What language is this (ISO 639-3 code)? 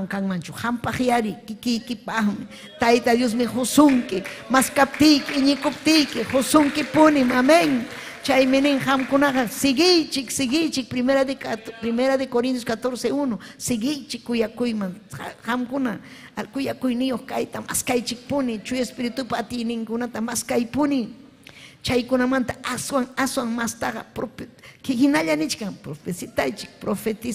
quy